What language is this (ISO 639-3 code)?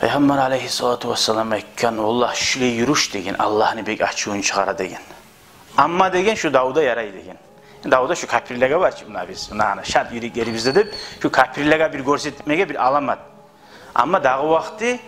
kum